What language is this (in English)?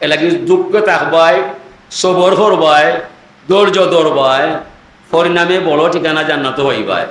Sylheti